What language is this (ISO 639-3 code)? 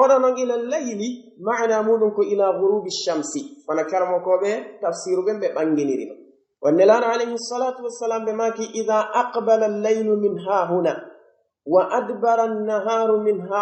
fuf